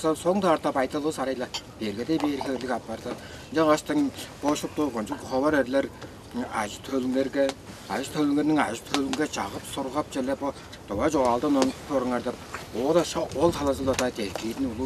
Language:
Tuvinian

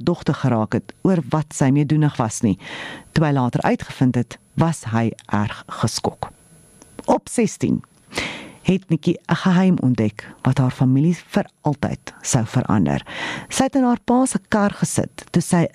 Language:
Afrikaans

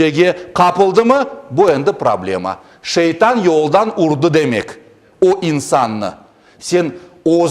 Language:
Crimean Tatar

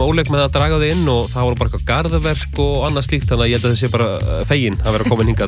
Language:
Icelandic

